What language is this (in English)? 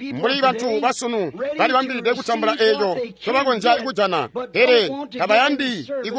Tonga (Zambia)